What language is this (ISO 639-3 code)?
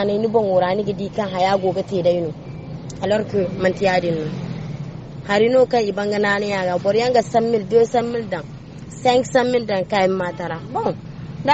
dje